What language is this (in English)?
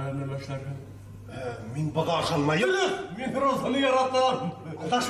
Bashkir